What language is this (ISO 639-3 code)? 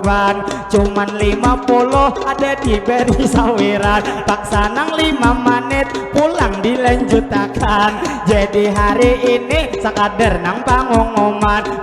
bjn